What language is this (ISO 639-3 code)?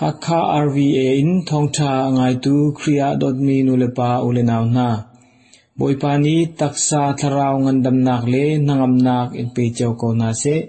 cnh